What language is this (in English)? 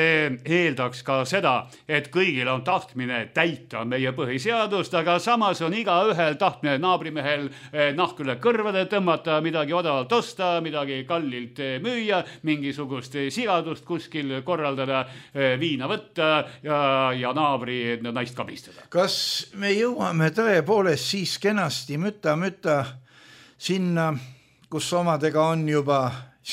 Estonian